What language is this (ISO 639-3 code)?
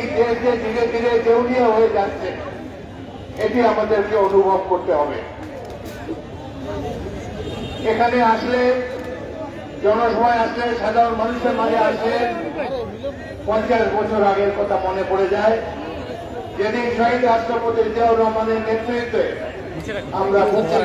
ben